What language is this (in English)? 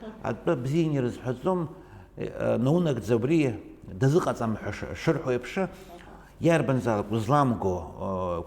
Abkhazian